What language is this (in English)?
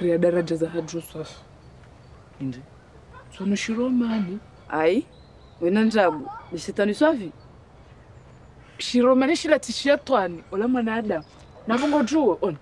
Swahili